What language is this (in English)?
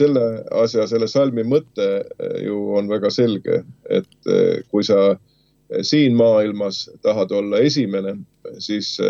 Estonian